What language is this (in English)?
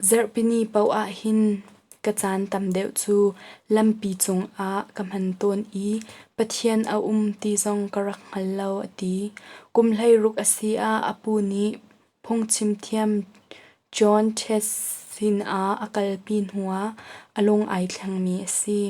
Hakha Chin